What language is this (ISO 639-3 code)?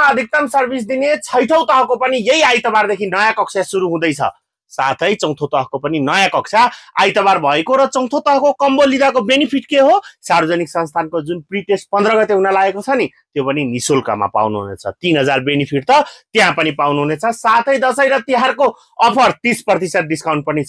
nep